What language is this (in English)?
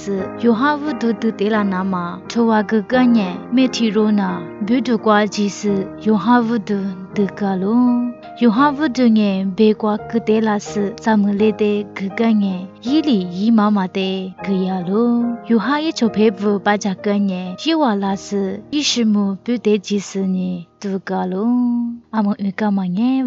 Lisu